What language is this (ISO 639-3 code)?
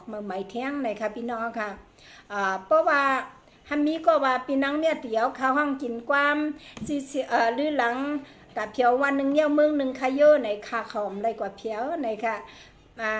shn